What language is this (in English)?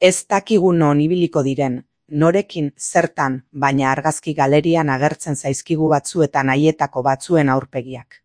Basque